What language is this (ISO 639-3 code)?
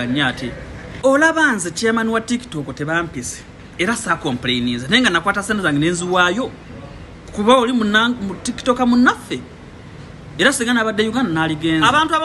lug